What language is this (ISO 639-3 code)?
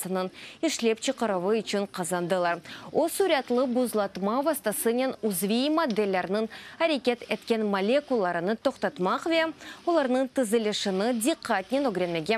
crh